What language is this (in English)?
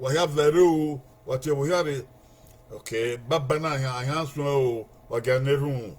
Bini